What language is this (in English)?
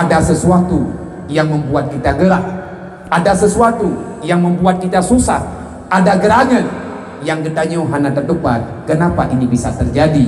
Achinese